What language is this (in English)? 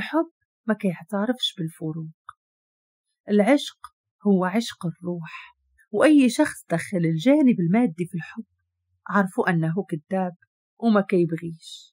Moroccan Arabic